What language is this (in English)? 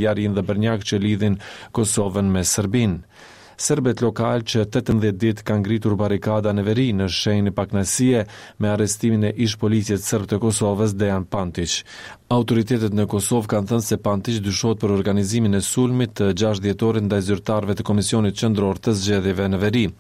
Albanian